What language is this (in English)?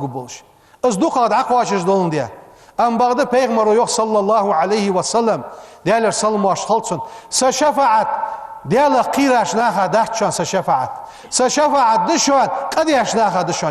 Ingush